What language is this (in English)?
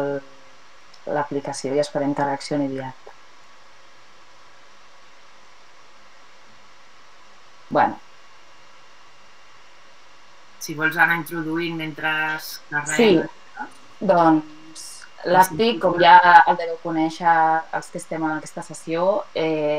Catalan